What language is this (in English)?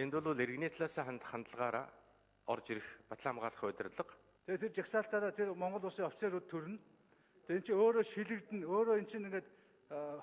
Mongolian